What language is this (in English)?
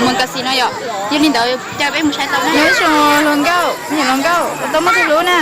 Hmong